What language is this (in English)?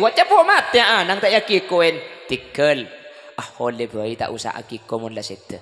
Madurese